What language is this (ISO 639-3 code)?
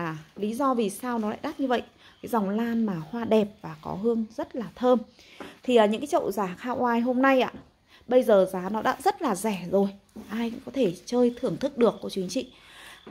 vie